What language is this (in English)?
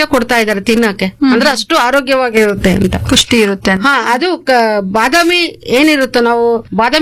Kannada